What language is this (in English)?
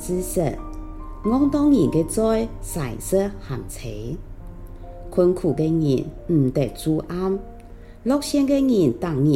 Hakka Chinese